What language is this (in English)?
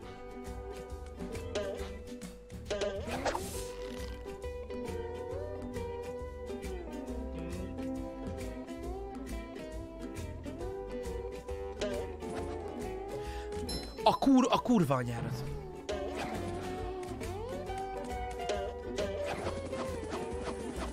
Hungarian